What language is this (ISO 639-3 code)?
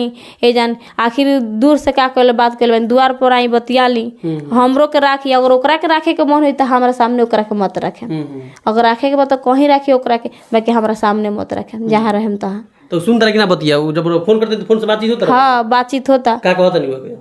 bho